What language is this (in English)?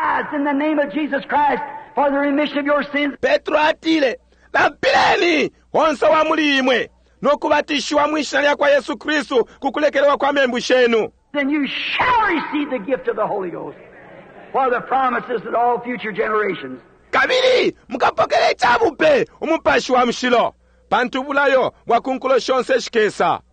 Bemba